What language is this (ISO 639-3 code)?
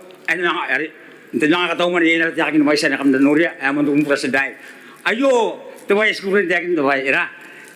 gil